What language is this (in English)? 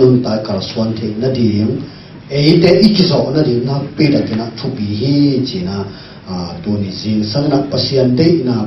Tedim Chin